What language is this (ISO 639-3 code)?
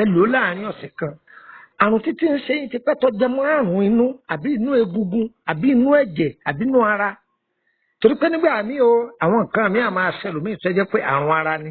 yor